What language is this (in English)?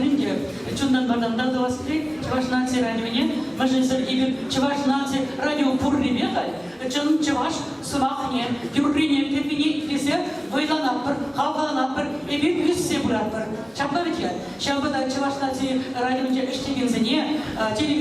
Chuvash